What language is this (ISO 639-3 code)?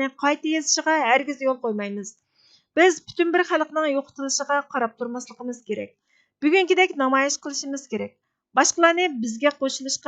uig